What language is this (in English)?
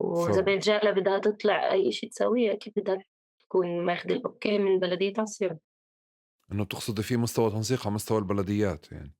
North Levantine Arabic